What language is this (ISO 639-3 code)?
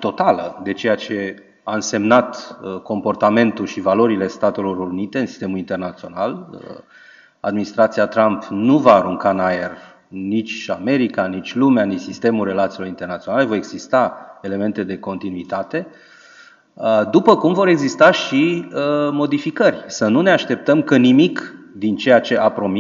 ron